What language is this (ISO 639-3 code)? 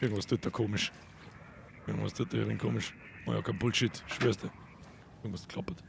bar